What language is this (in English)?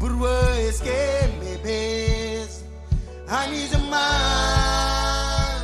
Marshallese